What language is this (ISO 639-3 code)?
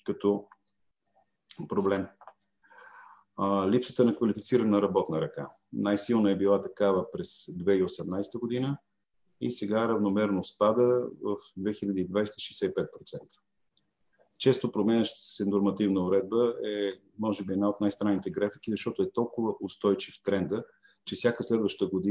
bul